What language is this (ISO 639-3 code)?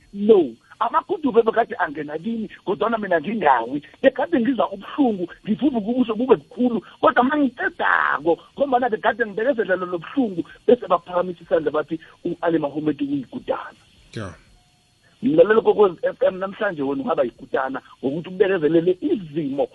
nbl